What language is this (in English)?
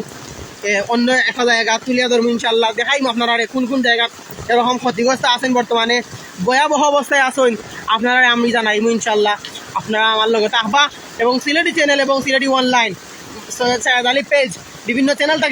Sylheti